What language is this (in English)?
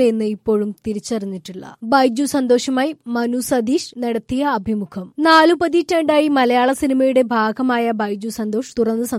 Malayalam